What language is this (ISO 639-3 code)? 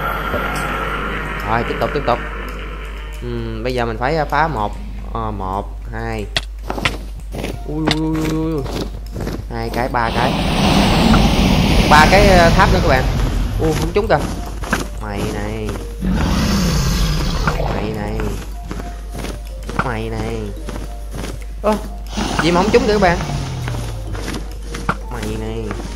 vie